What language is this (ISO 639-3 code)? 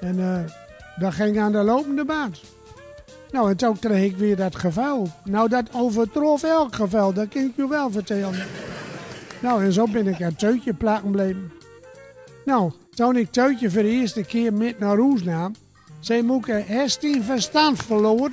gos